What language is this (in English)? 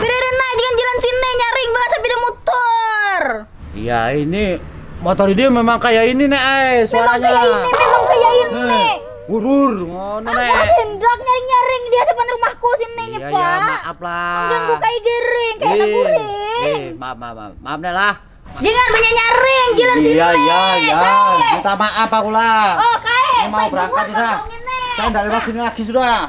Banjar